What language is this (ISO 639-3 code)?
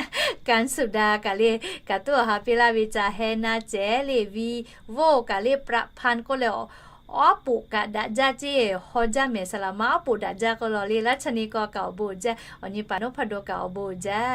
lhu